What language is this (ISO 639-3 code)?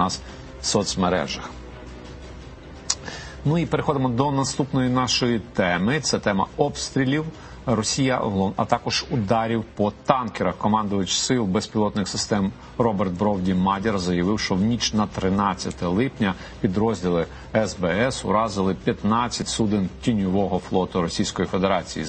ukr